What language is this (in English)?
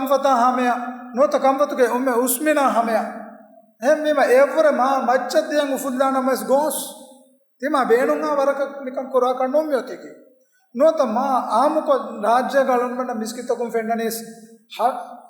Divehi